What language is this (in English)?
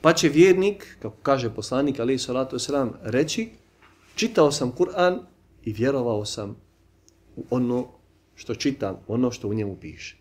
Bosnian